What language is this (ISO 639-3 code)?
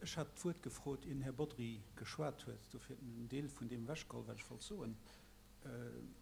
ltz